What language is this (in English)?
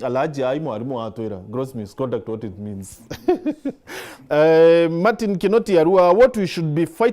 Meru